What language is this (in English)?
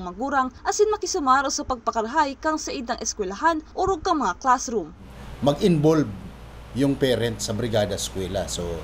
Bikol